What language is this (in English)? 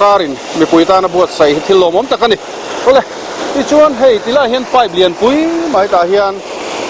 Mizo